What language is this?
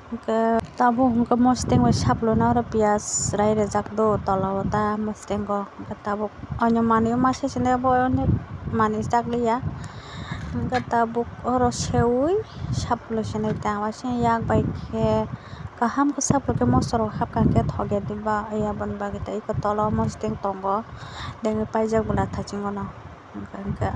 Kok Borok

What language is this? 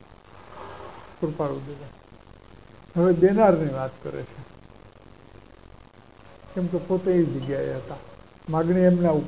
Gujarati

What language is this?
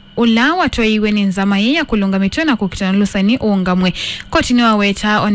Kamba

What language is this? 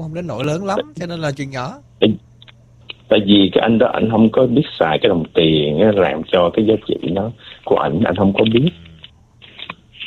Vietnamese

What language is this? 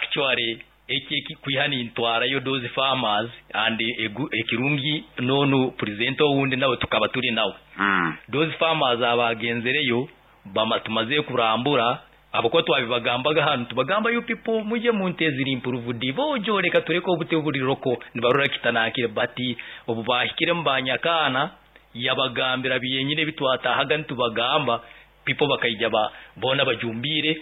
Nyoro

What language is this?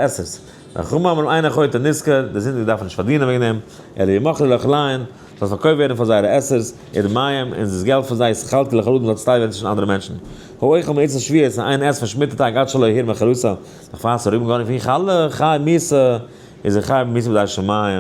Yiddish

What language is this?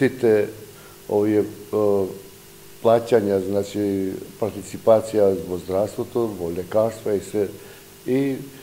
Macedonian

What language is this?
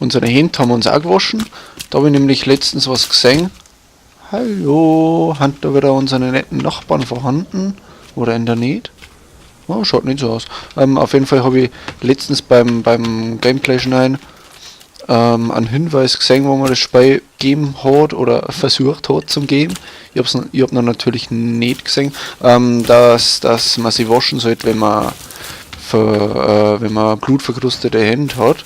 Bavarian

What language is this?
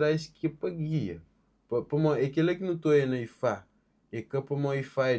Kabuverdianu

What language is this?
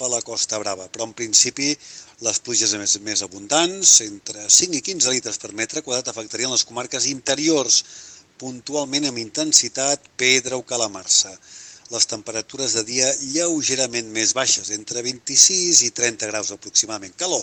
Catalan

